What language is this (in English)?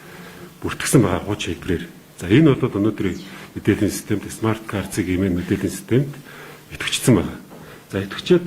Mongolian